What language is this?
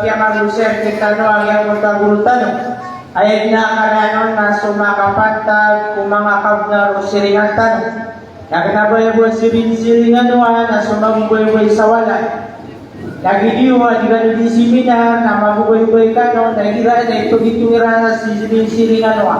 Maranao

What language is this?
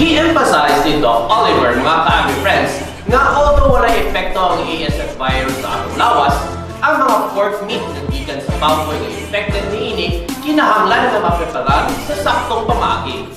Cebuano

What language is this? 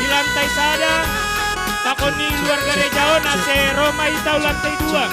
Batak Simalungun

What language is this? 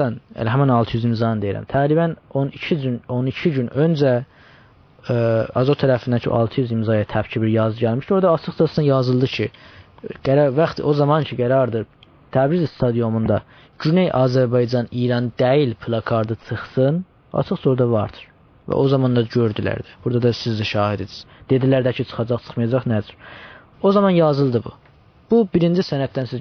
South Azerbaijani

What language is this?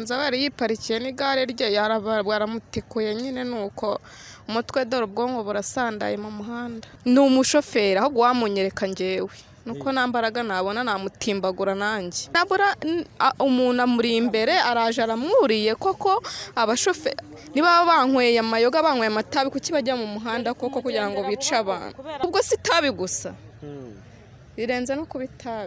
Kinyarwanda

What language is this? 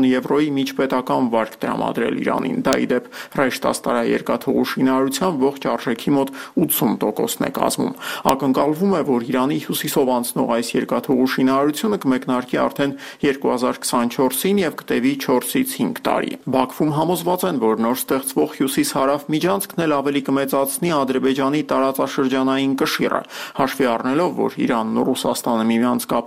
Armenian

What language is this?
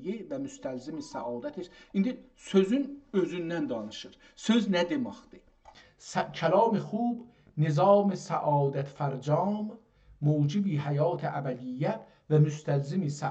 South Azerbaijani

